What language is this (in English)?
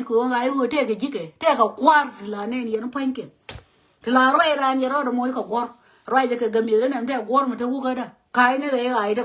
Nuer